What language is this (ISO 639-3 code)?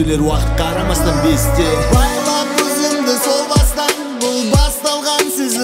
kaz